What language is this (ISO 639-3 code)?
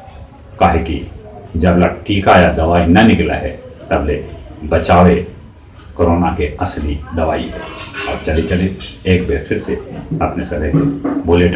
mag